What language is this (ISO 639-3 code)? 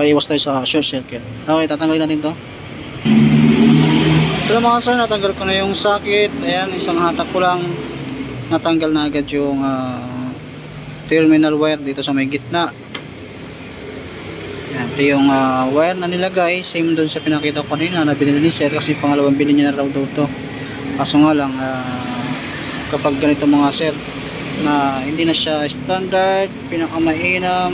fil